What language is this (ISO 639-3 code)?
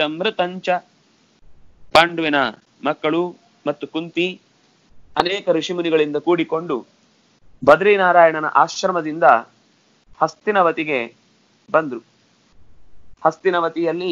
kan